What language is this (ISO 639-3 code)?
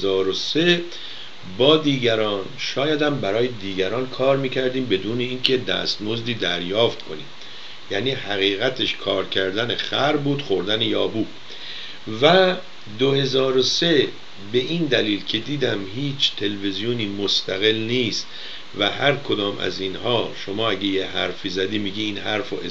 fas